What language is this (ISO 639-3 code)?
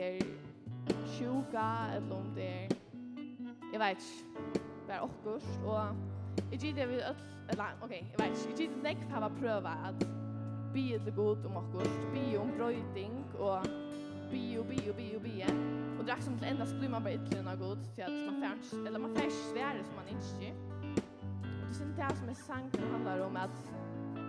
fao